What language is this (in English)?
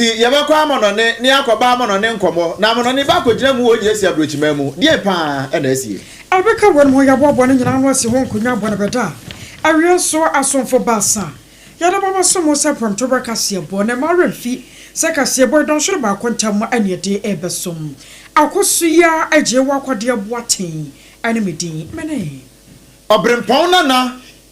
Akan